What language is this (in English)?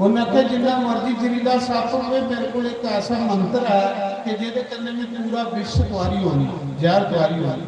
Dogri